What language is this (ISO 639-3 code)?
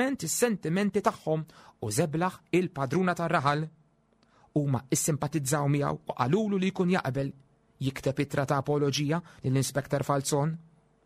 mlt